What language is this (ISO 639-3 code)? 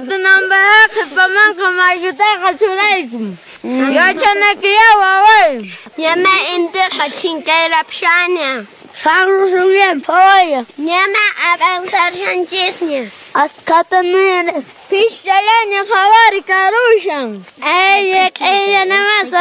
que